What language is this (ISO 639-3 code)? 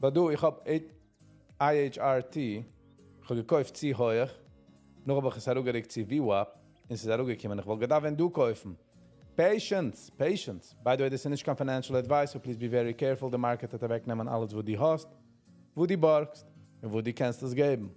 yid